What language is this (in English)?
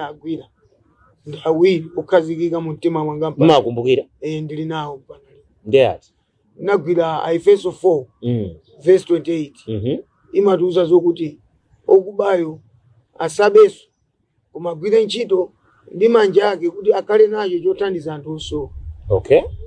Nyanja